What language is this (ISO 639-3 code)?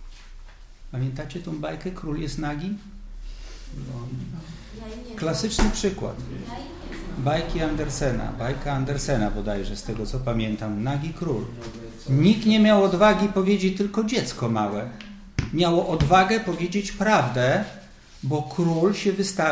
pol